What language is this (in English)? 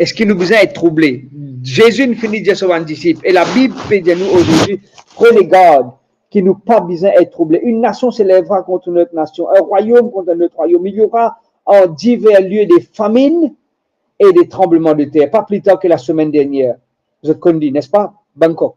Morisyen